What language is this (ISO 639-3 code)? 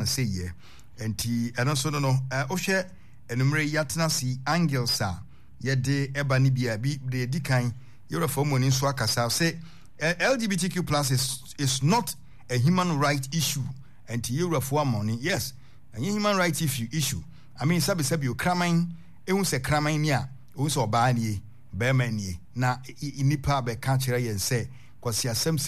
aka